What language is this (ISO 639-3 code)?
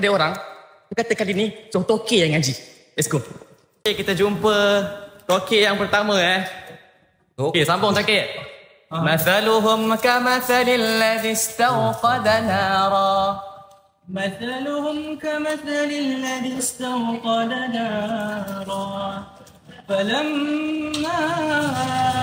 msa